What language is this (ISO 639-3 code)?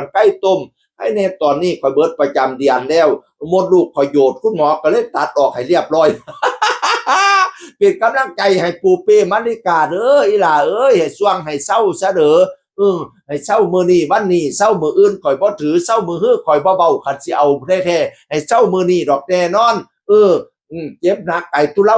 tts